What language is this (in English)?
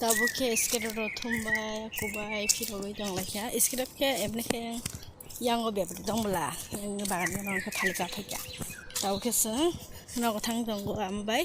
Kok Borok